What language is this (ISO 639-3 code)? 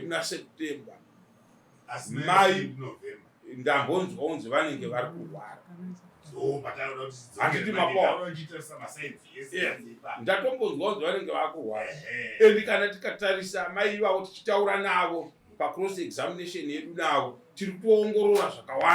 sna